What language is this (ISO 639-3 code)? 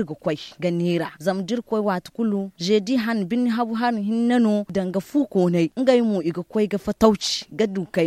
dje